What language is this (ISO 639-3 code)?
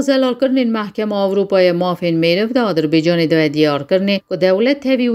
kur